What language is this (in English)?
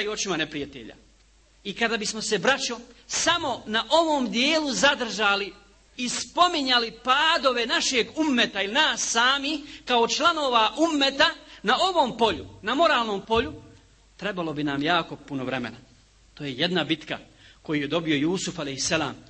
Bosnian